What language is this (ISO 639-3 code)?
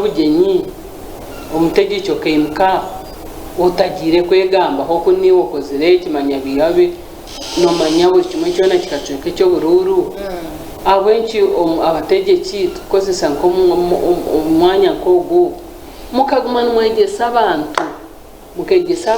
nyn